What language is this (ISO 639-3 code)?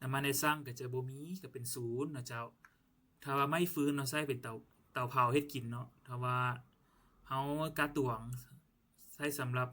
lao